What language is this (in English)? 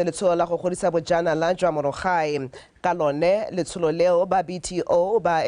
Tswana